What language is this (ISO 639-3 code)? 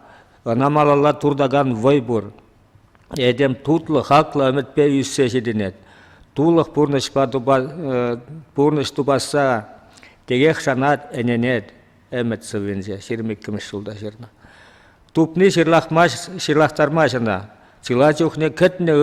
chv